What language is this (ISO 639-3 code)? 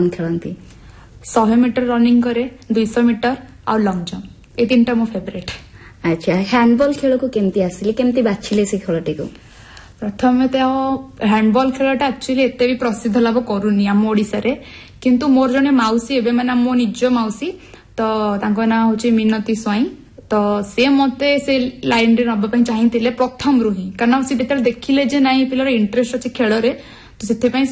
ori